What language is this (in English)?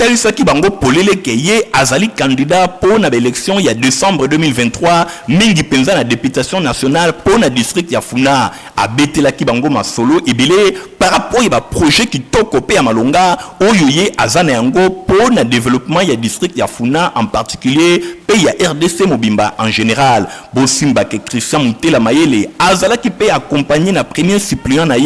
Lingala